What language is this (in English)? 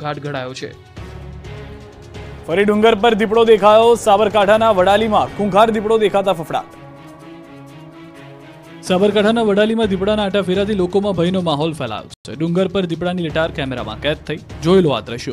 Gujarati